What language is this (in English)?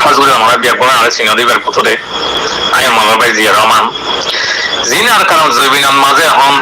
Rohingya